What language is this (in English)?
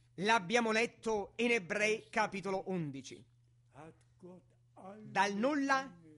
Italian